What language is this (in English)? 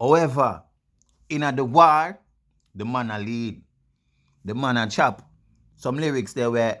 Jamaican Creole English